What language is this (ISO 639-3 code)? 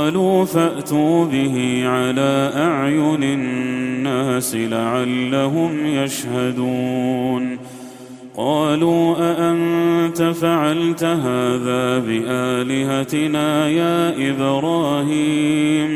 ara